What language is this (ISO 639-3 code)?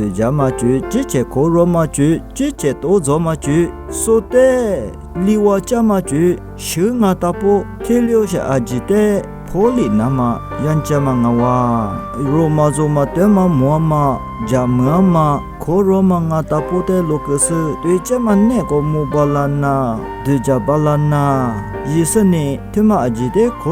lis